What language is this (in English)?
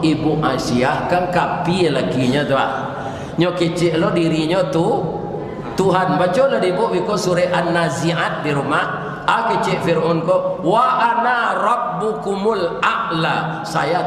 Minangkabau